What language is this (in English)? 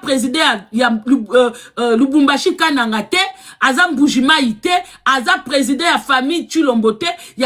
Lingala